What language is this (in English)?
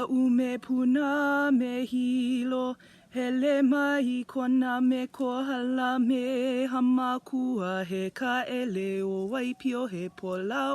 Hawaiian